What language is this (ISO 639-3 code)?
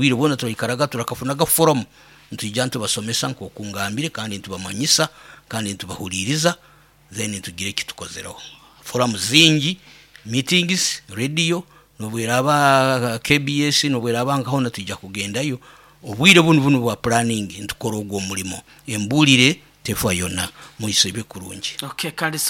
nyo